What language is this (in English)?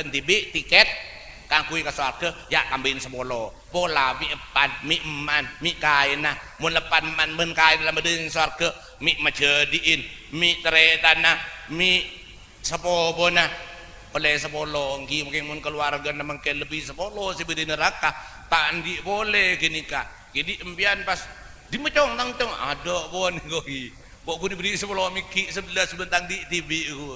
Madurese